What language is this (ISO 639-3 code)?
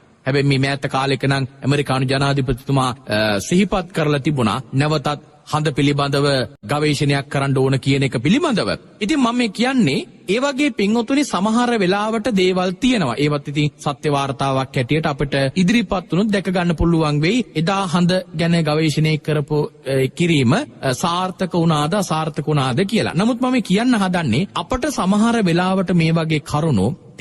sin